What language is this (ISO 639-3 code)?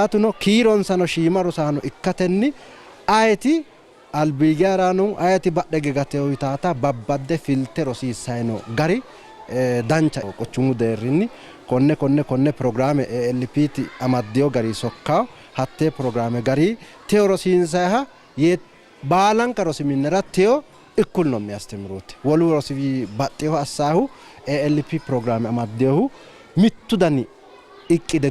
sid